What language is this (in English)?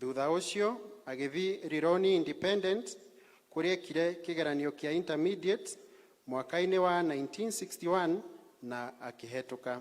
Kikuyu